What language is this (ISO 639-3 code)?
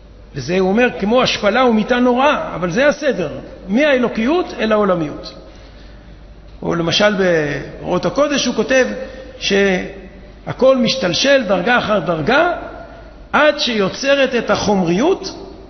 heb